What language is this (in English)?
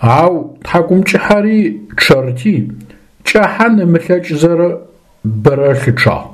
Adyghe